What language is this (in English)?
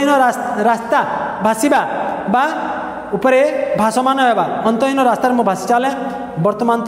Odia